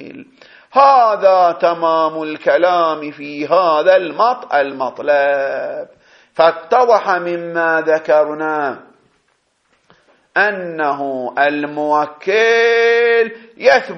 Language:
Arabic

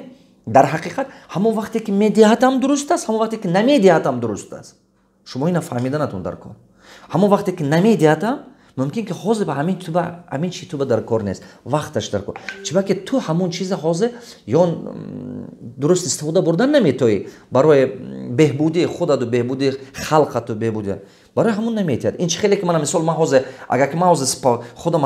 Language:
Tajik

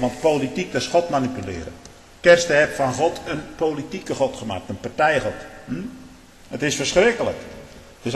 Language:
Dutch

